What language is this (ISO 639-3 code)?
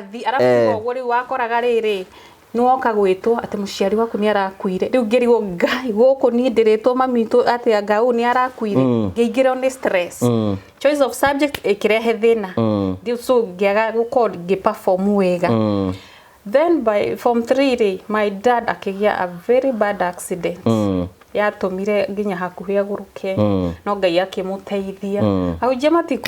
kik